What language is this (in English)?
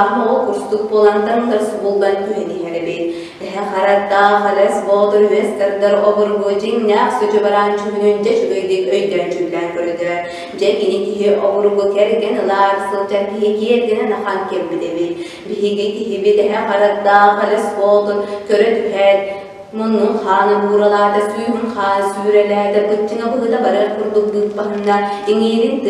Yakut